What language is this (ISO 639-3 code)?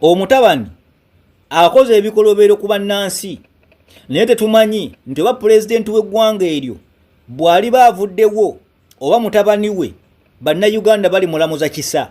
lug